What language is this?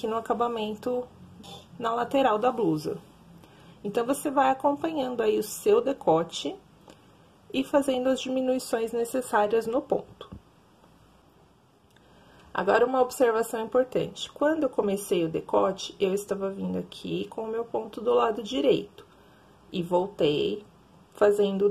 Portuguese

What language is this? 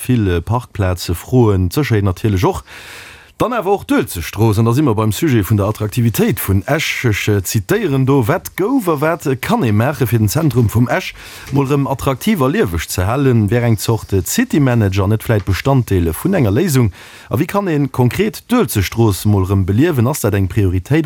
Luxembourgish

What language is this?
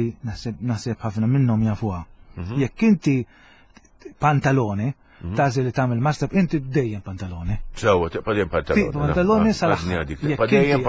Maltese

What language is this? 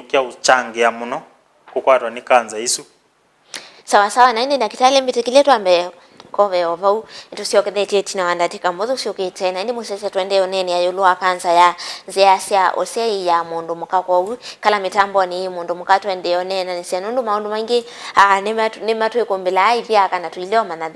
Kamba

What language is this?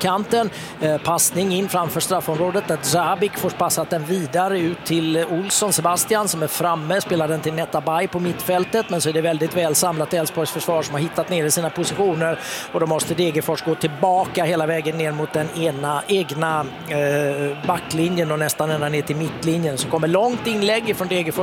Swedish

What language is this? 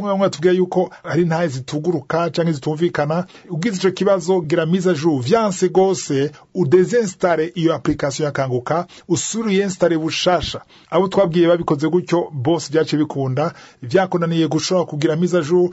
Rundi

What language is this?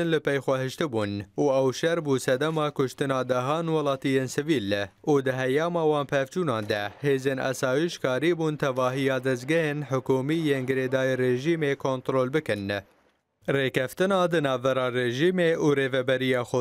Kurdish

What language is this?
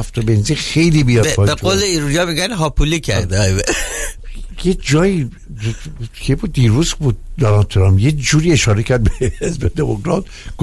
Persian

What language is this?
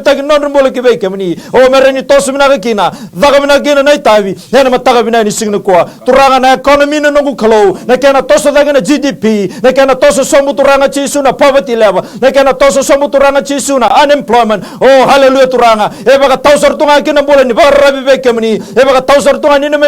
Fijian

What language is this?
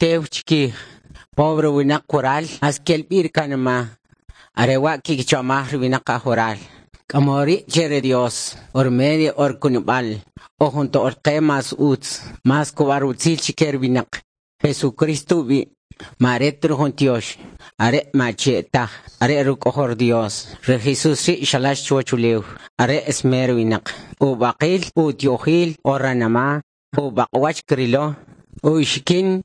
Kʼicheʼ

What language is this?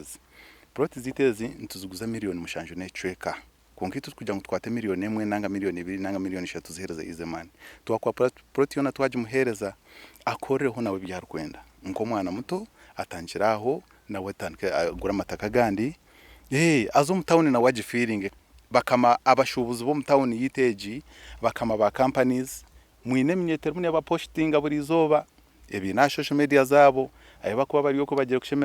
Nyankole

